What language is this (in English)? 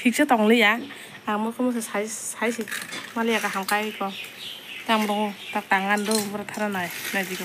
Kok Borok